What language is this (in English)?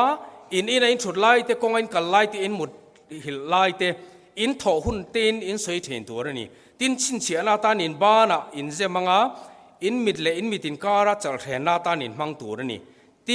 Mizo